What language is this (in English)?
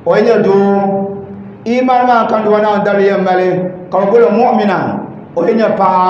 Dagbani